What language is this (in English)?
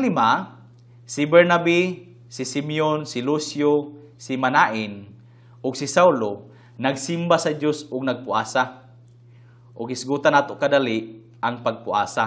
Cebuano